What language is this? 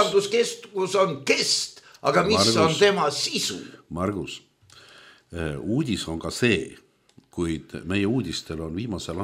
Estonian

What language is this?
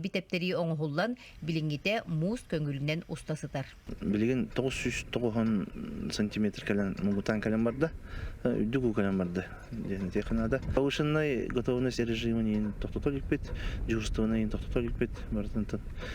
Yakut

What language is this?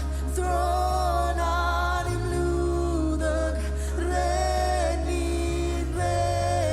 Marshallese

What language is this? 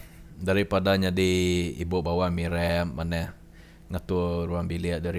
Iban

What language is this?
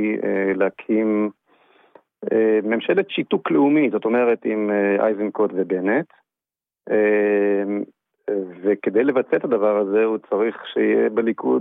Hebrew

